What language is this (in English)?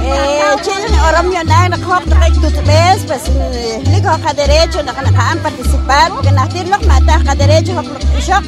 Poqomchi'